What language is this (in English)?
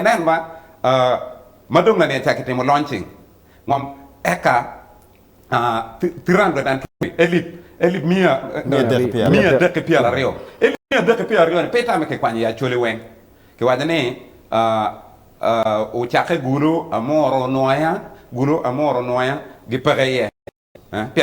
Acoli